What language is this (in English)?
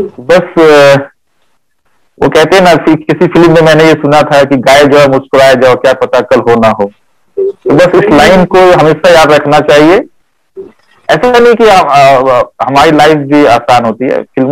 Hindi